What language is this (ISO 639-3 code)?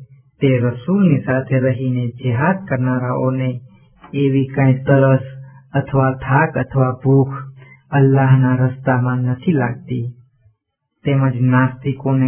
guj